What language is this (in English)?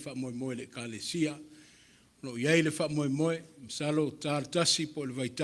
Samoan